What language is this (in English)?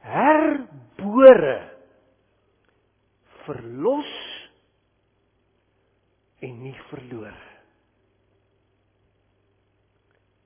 Afrikaans